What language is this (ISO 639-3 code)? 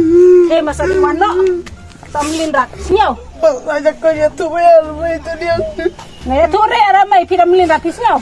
kha